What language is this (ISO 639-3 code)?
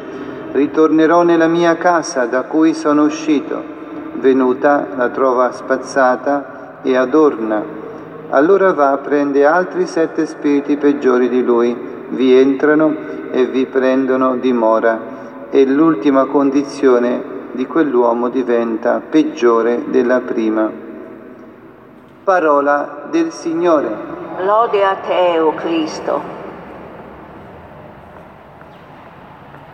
ita